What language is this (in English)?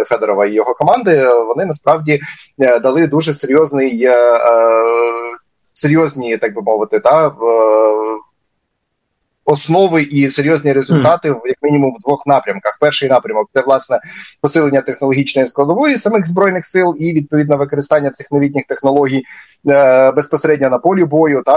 Ukrainian